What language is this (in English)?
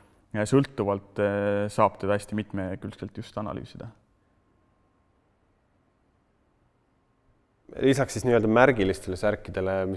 Estonian